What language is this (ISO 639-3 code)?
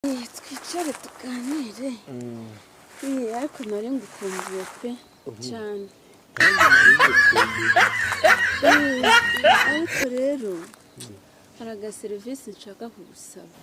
kin